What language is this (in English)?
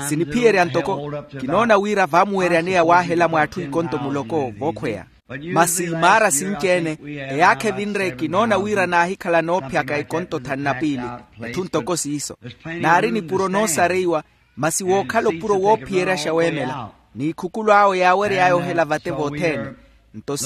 Makhuwa